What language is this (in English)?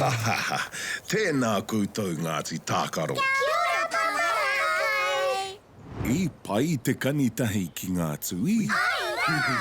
Māori